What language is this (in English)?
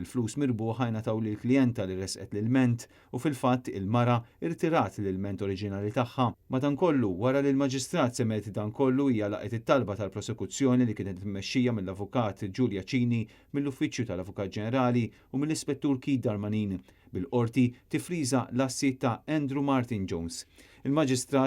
Maltese